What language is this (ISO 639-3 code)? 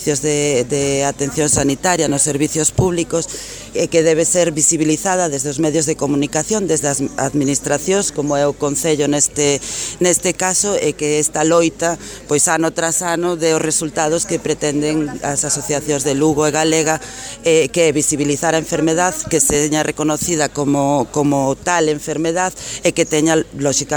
glg